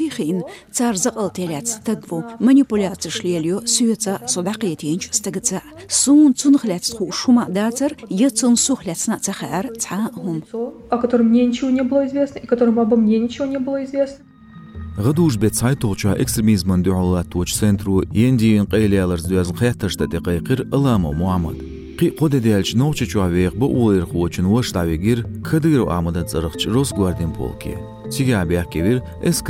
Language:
Chechen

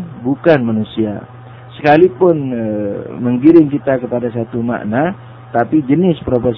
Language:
Indonesian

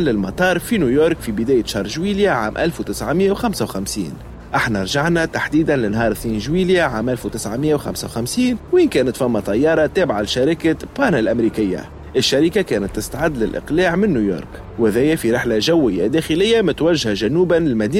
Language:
Tunisian Arabic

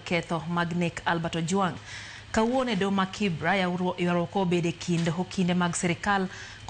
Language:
Luo (Kenya and Tanzania)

